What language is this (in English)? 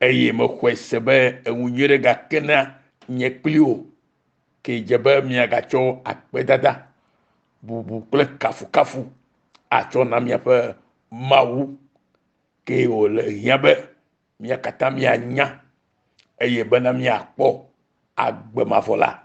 Ewe